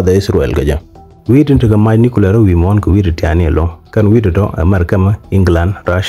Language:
Nuer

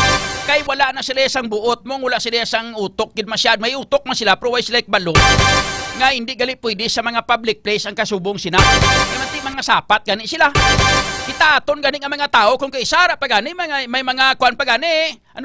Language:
Hiligaynon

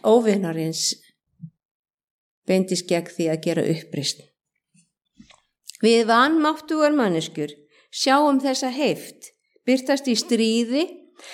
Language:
Icelandic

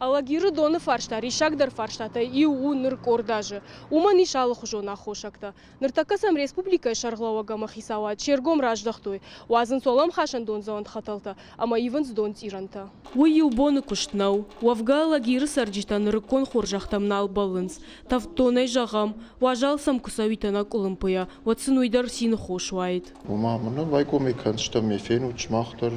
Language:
Ossetic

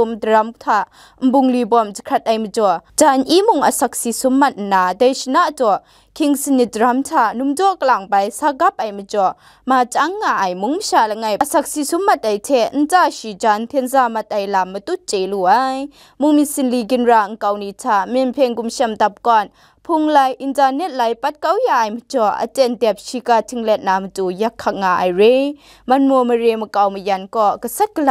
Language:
Kachin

